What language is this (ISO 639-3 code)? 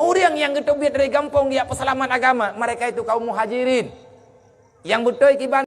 ace